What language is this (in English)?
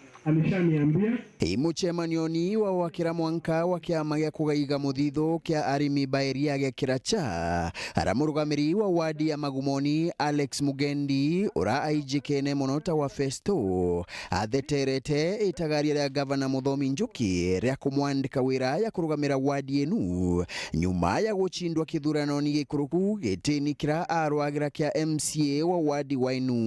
Meru